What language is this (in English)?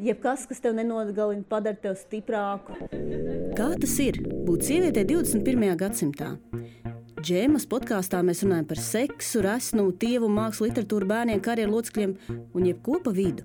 Latvian